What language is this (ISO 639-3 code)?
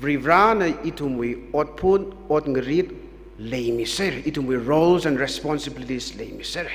nmf